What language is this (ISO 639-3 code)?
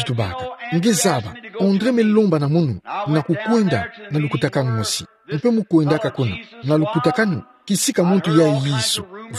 ktu